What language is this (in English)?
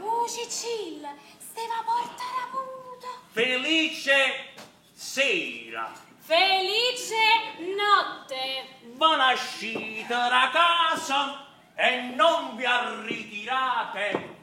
Neapolitan